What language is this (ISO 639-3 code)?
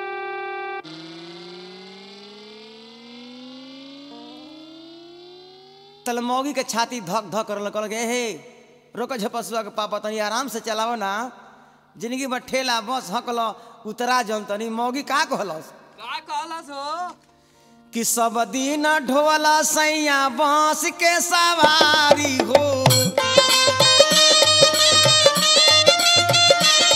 bho